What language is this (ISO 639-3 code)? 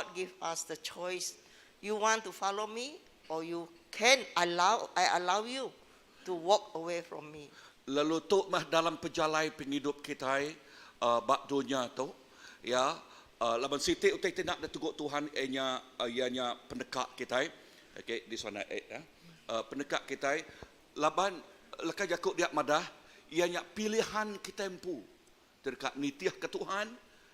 iba